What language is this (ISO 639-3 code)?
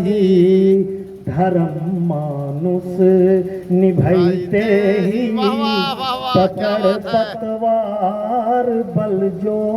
mag